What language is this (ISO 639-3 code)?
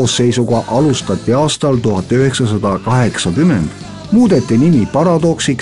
est